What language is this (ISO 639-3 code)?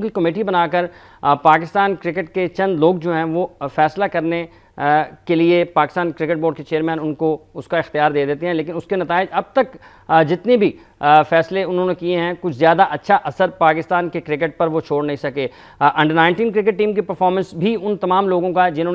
urd